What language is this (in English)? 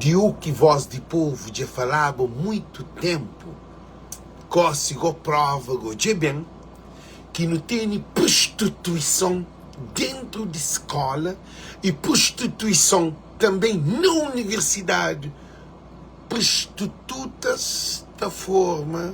Kabuverdianu